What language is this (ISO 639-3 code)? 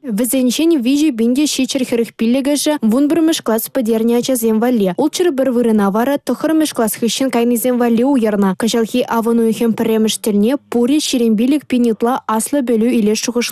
chv